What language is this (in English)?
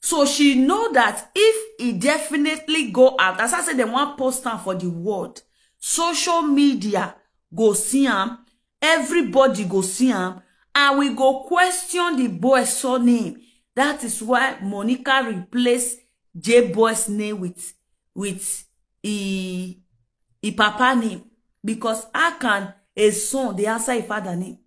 Nigerian Pidgin